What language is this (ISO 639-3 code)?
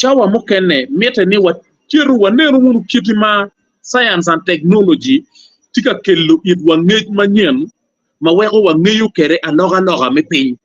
ach